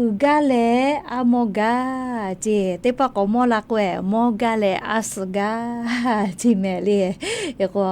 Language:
Lahu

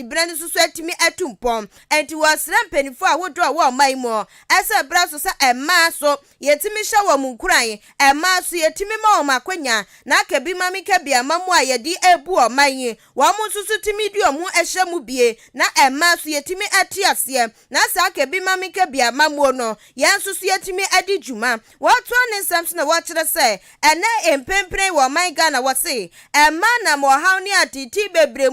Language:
Akan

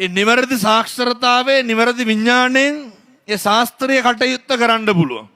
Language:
Sinhala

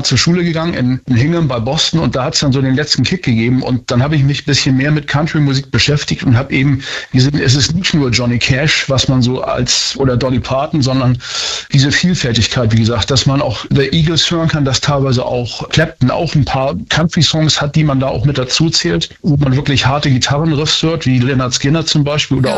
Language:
German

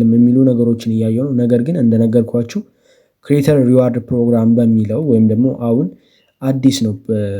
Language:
Amharic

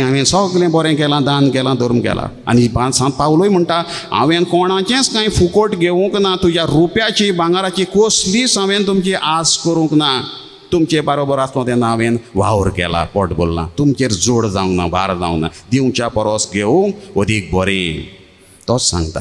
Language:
Konkani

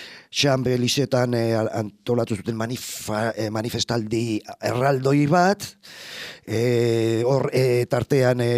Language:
Basque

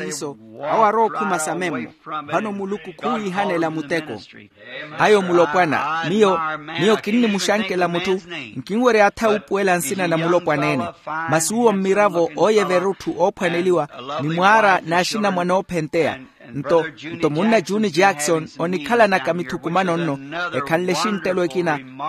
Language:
Makhuwa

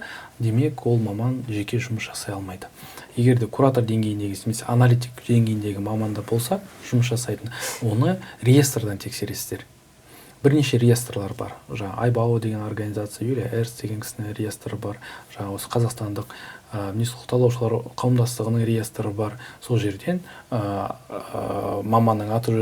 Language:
Kazakh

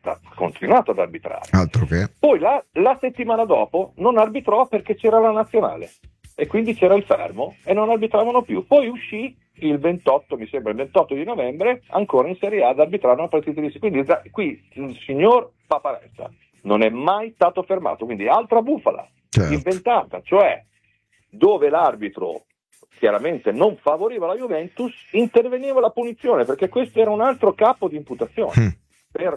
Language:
Italian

